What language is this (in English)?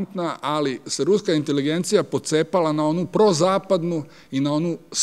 Serbian